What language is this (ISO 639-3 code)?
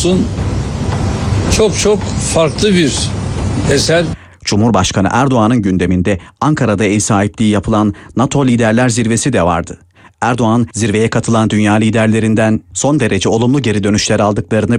tur